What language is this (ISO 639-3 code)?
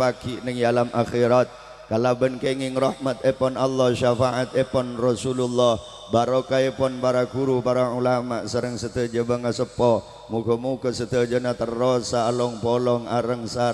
mad